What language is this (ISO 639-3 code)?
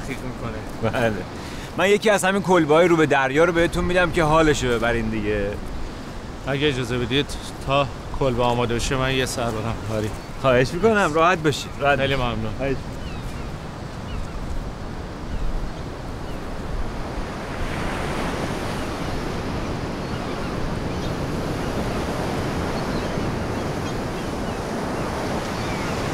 fas